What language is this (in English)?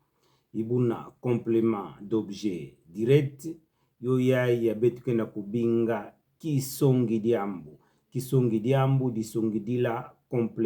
Kituba (Democratic Republic of Congo)